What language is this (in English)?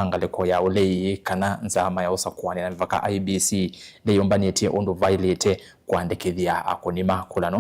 Kamba